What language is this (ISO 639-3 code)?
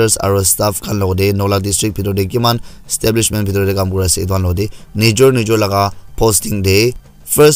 nag